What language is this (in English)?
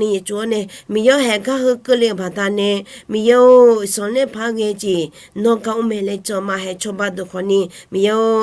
Akha